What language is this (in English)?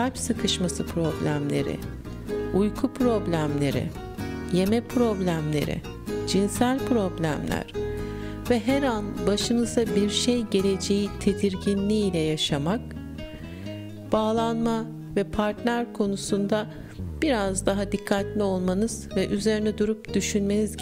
Turkish